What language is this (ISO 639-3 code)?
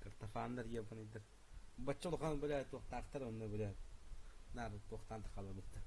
sah